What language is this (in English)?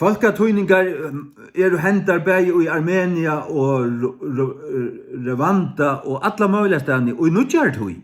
Faroese